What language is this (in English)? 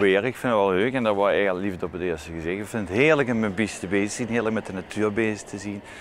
Limburgish